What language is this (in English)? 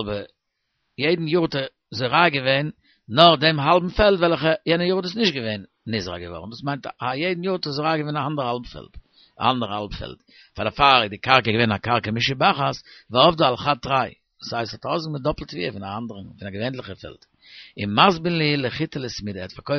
Yiddish